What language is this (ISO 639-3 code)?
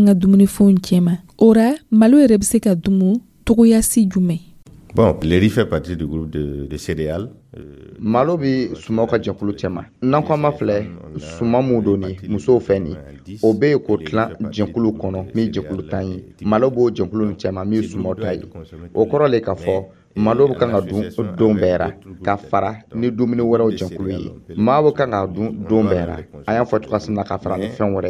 dyu